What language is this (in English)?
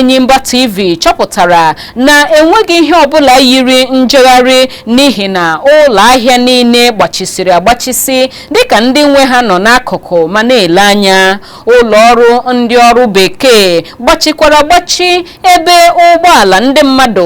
Igbo